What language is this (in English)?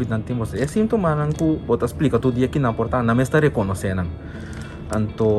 Papiamento